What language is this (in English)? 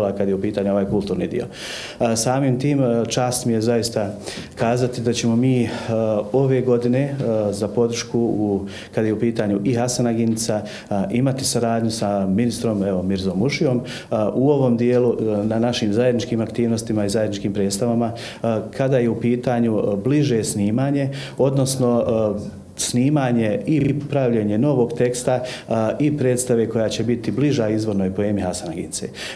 Bosnian